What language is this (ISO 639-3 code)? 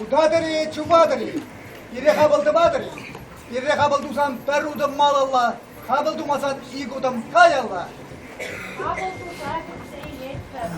chv